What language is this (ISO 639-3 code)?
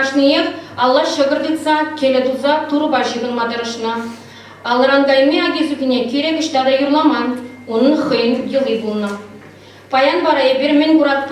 chv